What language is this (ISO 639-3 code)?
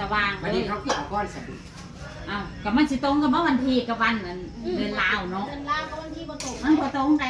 tts